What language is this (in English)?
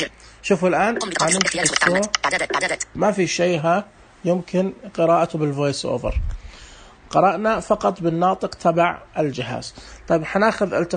Najdi Arabic